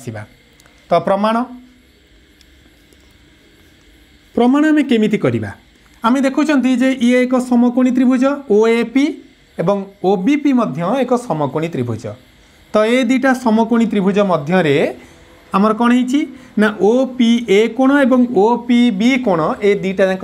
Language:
Odia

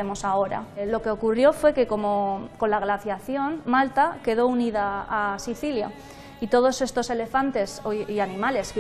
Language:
Spanish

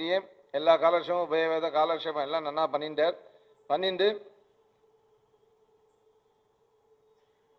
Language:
Tamil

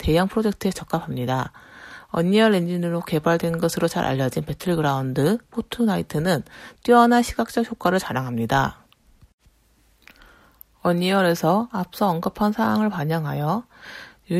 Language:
Korean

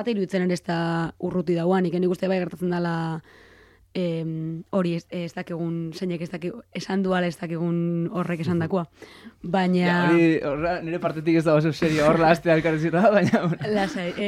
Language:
Basque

